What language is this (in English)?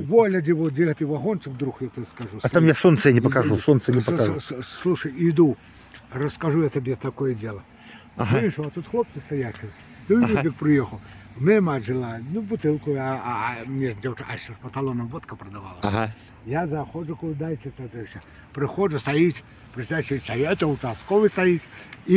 Belarusian